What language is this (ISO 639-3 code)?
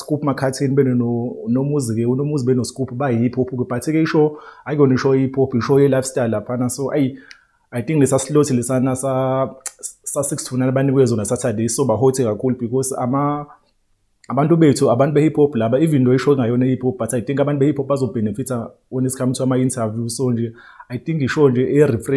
zul